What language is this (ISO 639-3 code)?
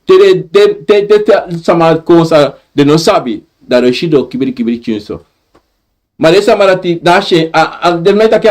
srn